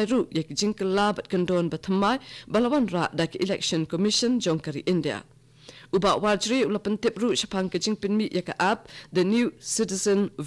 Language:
Khasi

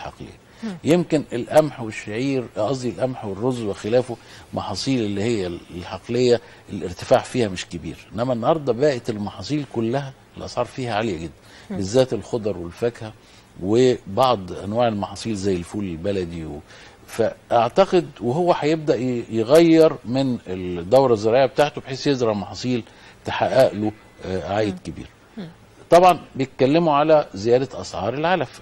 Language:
Egyptian Arabic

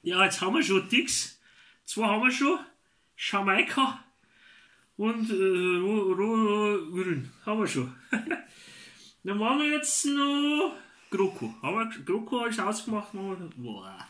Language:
Bavarian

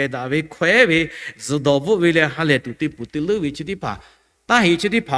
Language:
Lahu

